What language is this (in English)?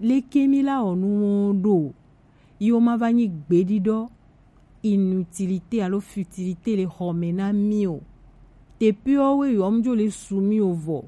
Gen